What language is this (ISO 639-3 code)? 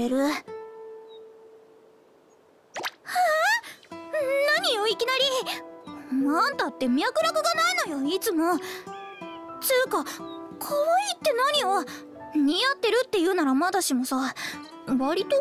jpn